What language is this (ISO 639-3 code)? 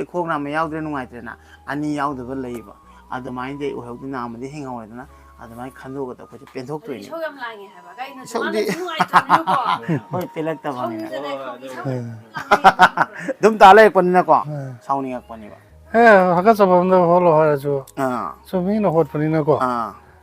mni